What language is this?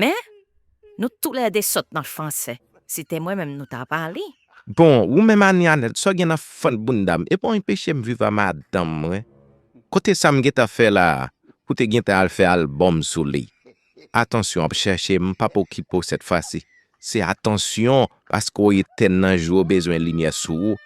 Haitian Creole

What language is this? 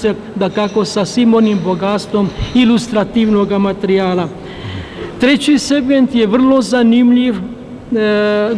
Croatian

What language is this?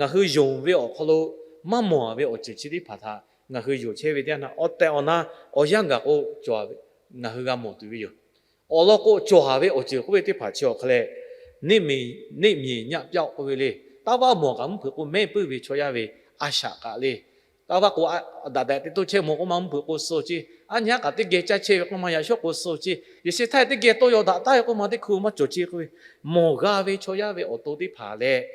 Lahu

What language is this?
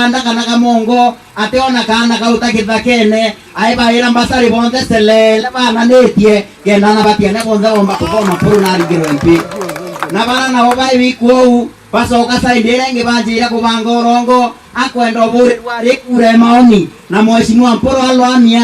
Meru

